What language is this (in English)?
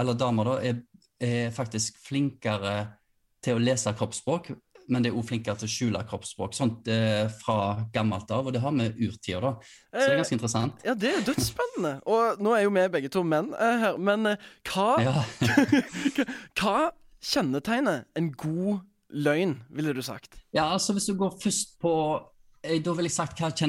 Norwegian